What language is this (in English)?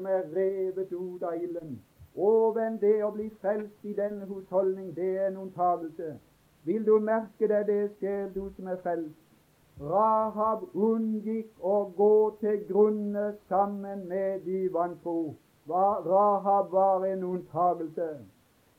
Norwegian